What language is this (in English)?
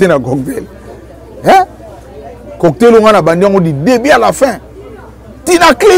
Lingala